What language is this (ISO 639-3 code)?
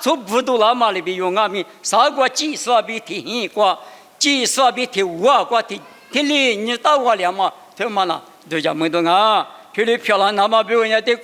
lis